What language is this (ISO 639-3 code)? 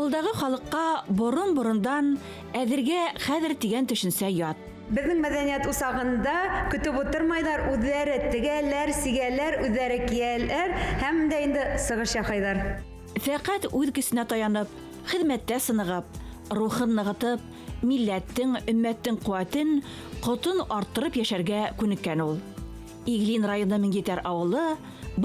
bak